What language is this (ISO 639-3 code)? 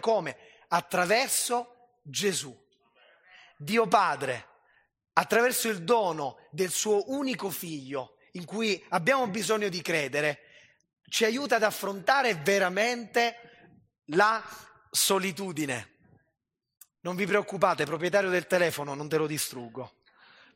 ita